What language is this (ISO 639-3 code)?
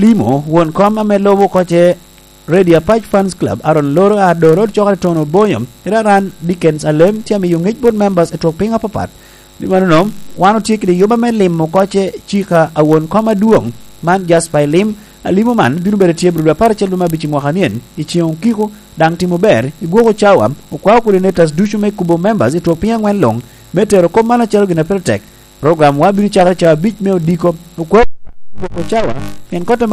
laj